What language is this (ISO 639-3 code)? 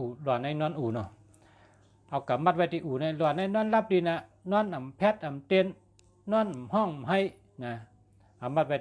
shn